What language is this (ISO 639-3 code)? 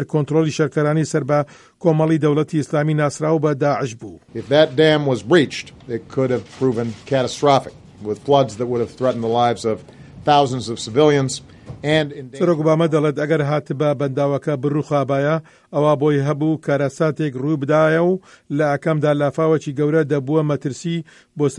ckb